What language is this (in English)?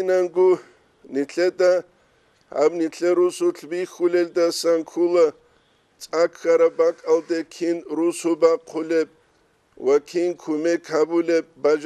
Avaric